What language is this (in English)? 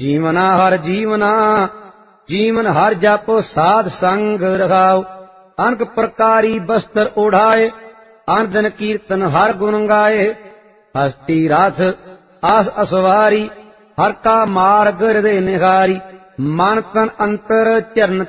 Punjabi